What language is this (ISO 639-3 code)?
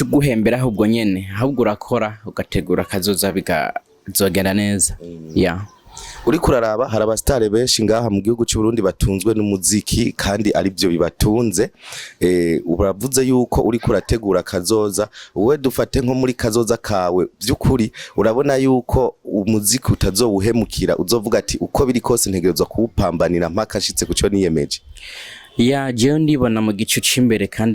run